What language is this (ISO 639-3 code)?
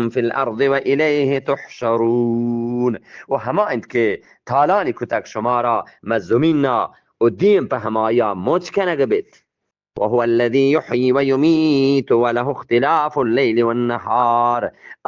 bgp